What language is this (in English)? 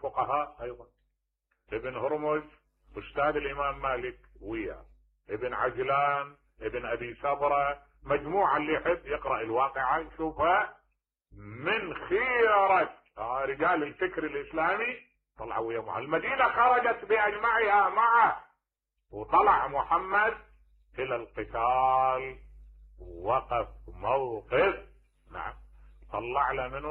Mesopotamian Arabic